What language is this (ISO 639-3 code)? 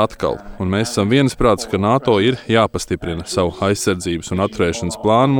lav